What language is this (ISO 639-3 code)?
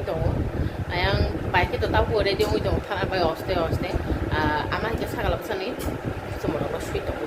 trp